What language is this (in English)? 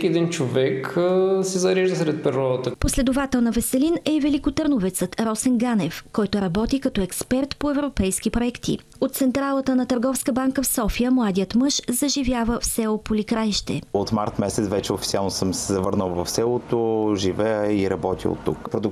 Bulgarian